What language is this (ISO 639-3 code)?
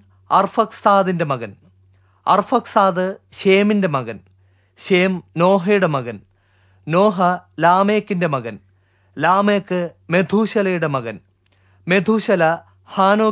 mal